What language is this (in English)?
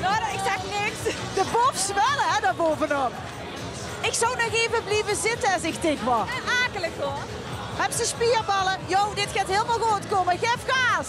Limburgish